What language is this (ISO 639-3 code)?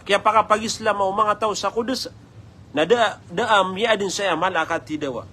mrw